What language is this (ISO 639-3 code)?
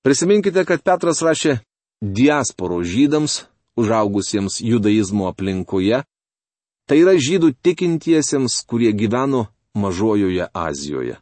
lit